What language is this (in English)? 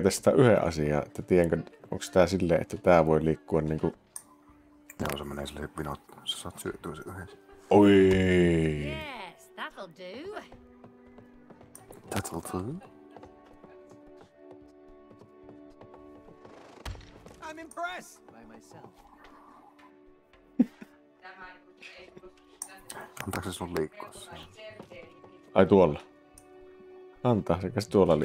Finnish